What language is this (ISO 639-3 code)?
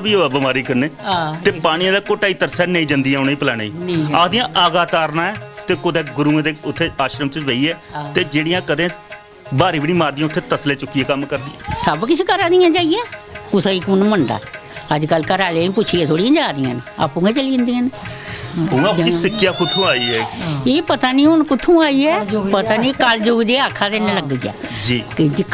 doi